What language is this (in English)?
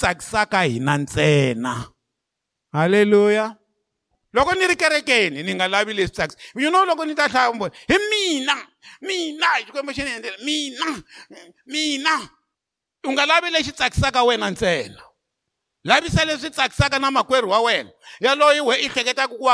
Tsonga